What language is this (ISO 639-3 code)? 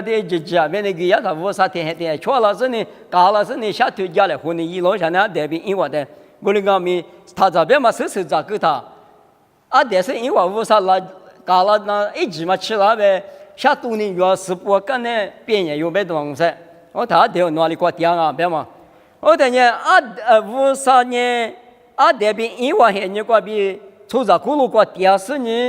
lis